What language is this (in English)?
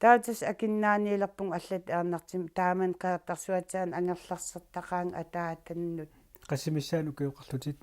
Kalaallisut